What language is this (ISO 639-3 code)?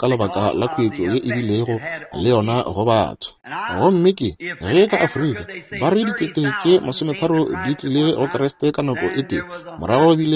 nso